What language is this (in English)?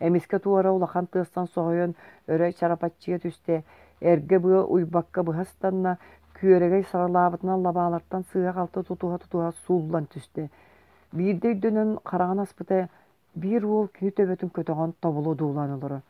Yakut